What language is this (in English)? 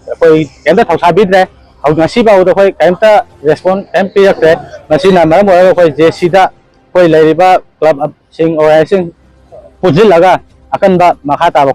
Manipuri